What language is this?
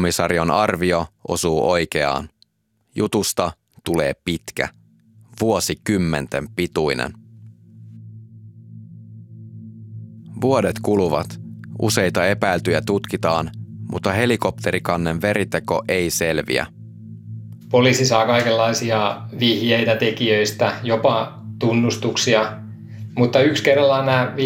Finnish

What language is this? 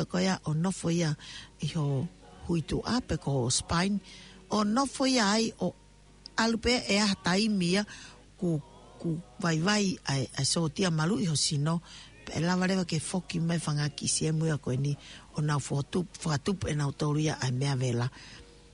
Tongan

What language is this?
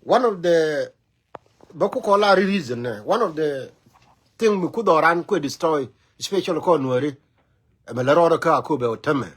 Nuer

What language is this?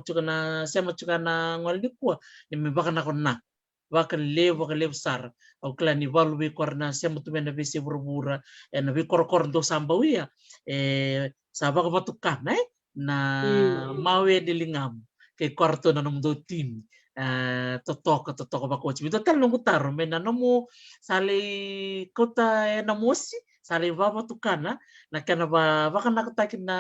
Fijian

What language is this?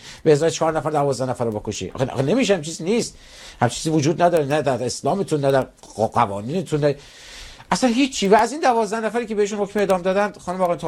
Persian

